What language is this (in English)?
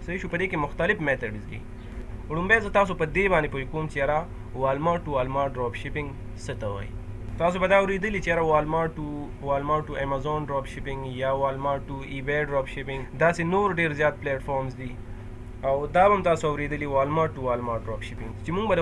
Pashto